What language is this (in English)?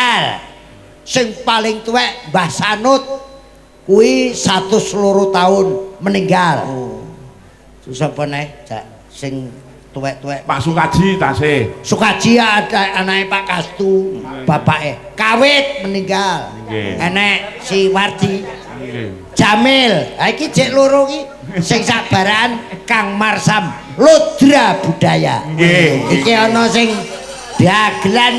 Javanese